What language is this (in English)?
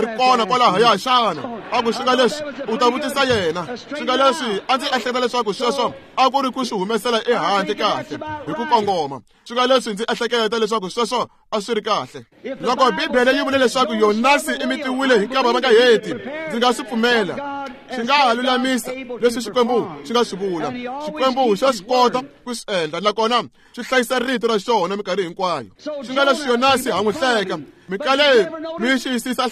Tsonga